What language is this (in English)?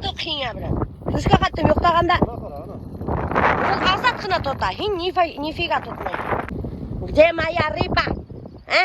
Bashkir